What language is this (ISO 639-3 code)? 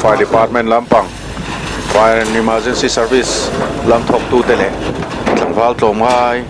lus